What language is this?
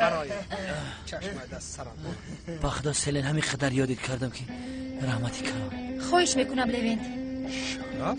Tajik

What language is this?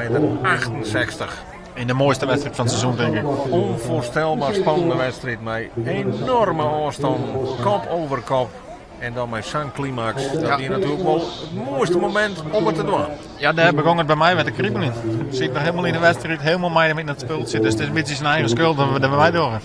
Western Frisian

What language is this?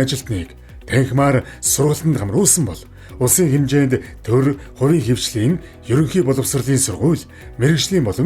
Mongolian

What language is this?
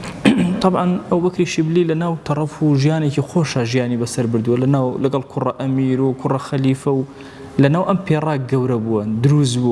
Central Kurdish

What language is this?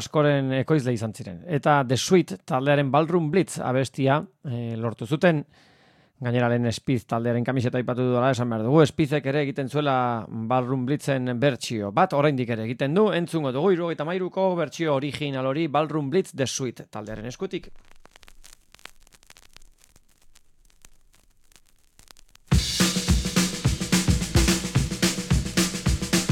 Basque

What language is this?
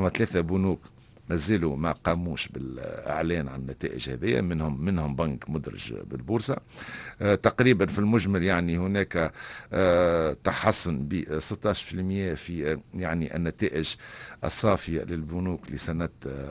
Tunisian Arabic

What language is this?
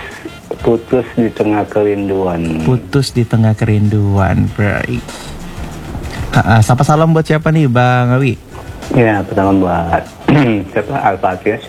Indonesian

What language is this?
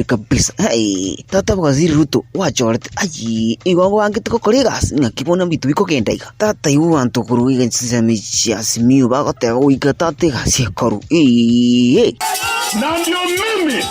Gusii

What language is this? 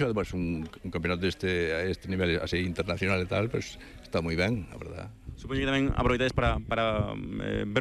Galician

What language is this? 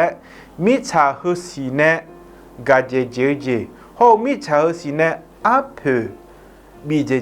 Akha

